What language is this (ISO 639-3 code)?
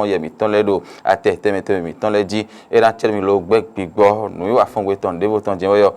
fon